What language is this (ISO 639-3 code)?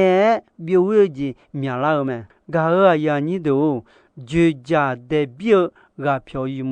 ahk